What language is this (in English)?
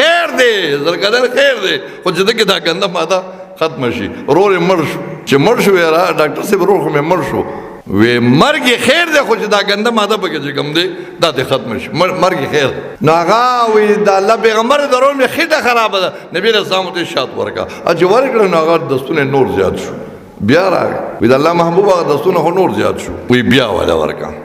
Pashto